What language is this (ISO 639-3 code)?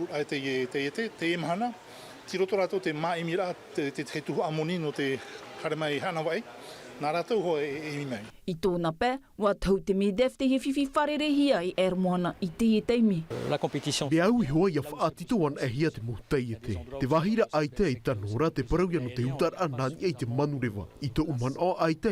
tah